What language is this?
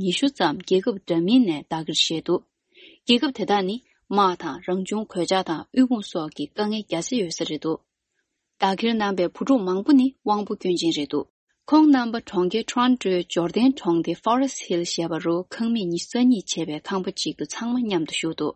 Tibetan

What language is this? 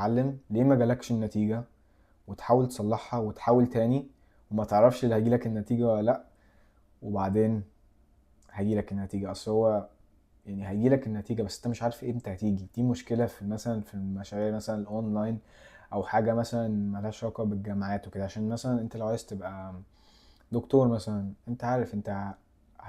Egyptian Arabic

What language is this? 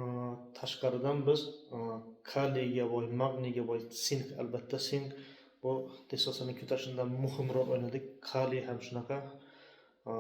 Uzbek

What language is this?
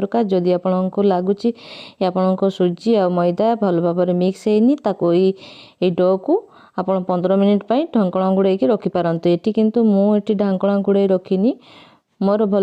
Odia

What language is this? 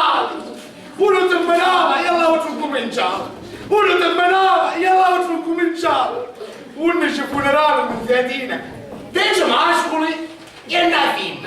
Sicilian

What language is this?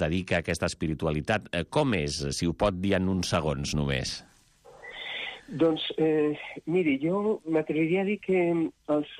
Catalan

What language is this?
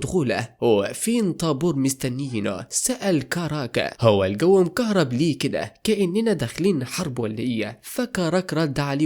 Egyptian Arabic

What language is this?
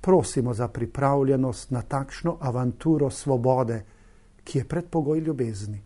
Slovenian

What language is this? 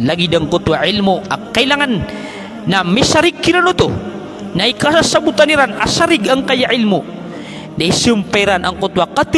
Maranao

